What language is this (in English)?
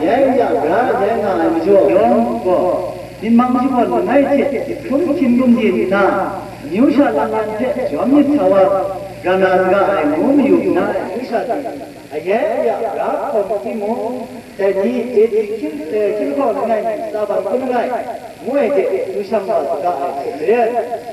Kachin